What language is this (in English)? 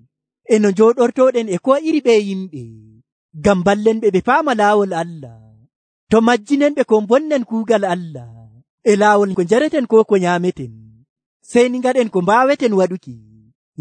Nigerian Fulfulde